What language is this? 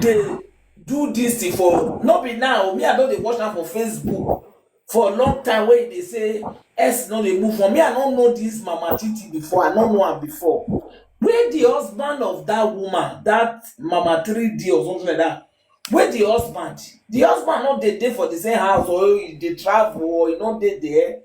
Nigerian Pidgin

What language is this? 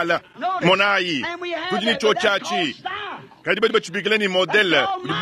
Luba-Lulua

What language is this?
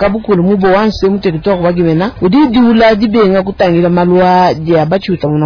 Luba-Lulua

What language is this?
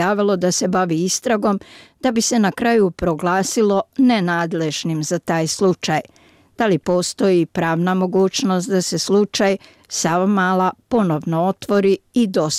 Bosnian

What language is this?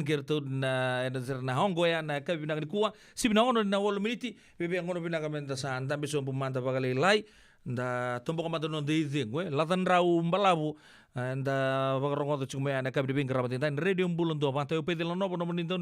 Fijian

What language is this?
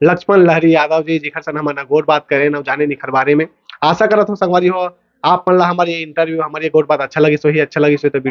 Chhattisgarhi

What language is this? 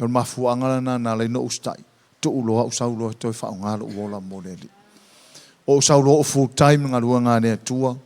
Samoan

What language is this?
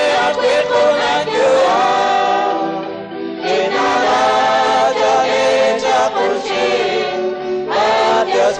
Kekchí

